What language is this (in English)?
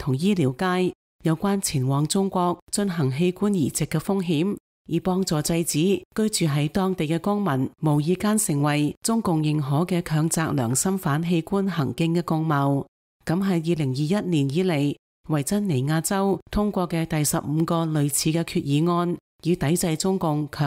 Cantonese